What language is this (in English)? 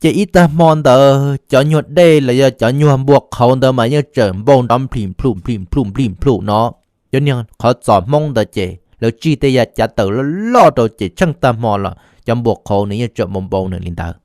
Hmong